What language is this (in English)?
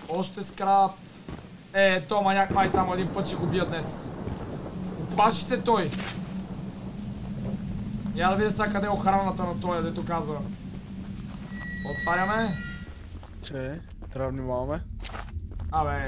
Bulgarian